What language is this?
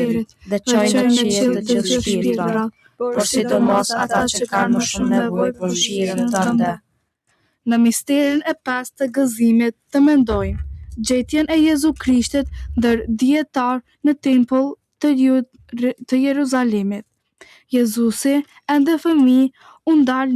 Albanian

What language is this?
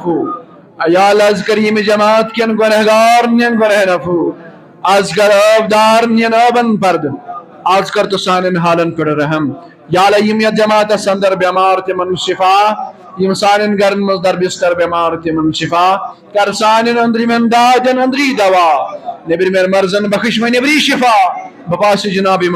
Kashmiri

